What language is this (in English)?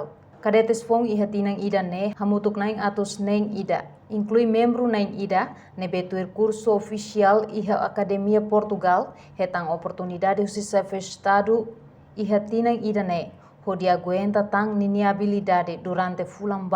Tetum